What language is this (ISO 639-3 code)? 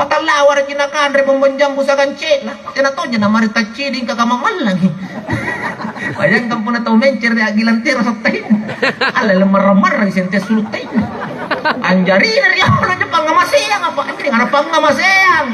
mak